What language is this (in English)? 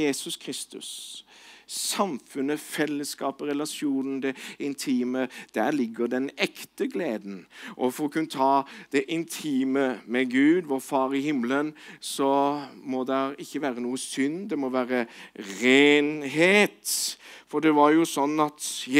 Norwegian